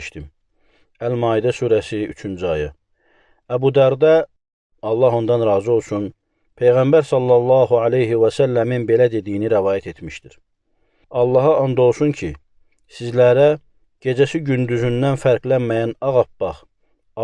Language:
Azerbaijani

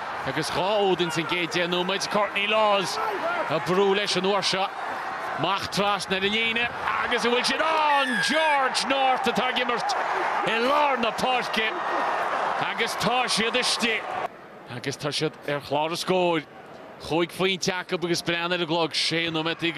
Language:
Irish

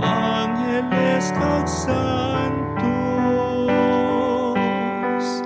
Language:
Hiligaynon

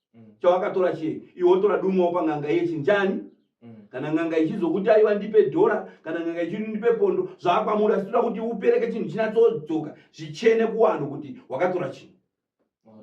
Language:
Shona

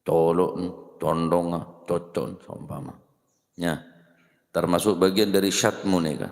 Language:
Madurese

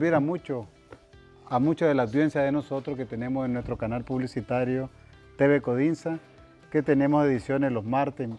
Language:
Spanish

